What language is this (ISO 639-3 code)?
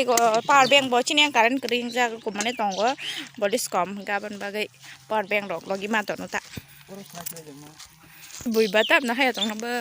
trp